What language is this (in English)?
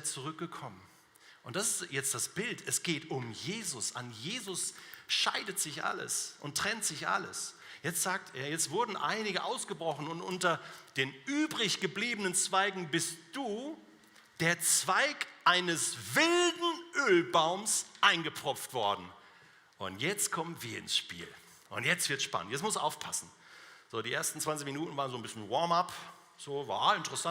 Swiss German